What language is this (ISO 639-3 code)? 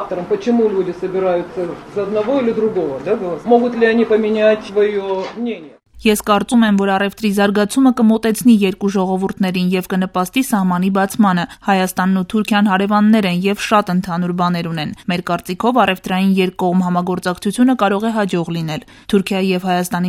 hye